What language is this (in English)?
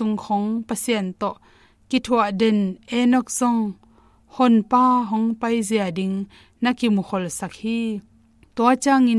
Tedim Chin